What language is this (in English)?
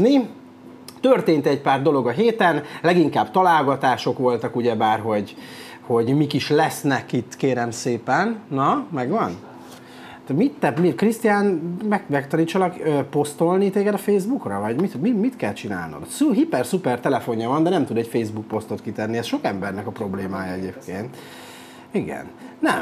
Hungarian